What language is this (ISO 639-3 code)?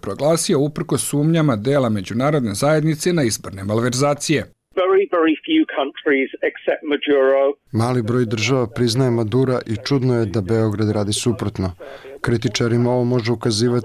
bos